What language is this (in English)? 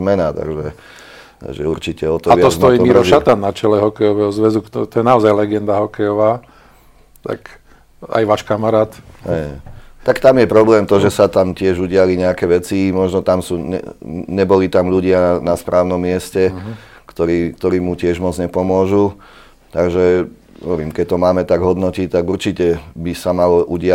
Slovak